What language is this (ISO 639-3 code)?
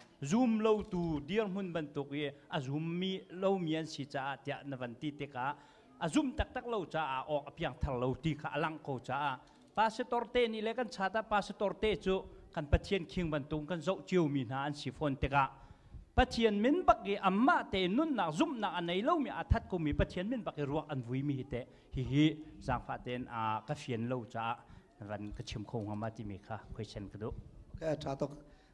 cnh